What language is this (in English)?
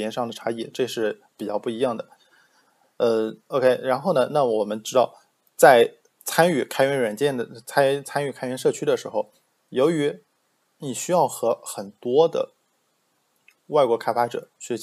Chinese